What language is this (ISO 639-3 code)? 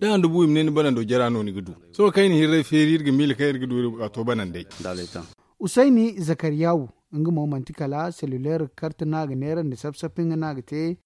dje